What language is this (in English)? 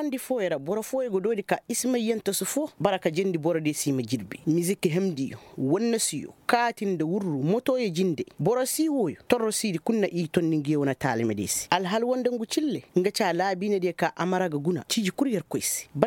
Koyraboro Senni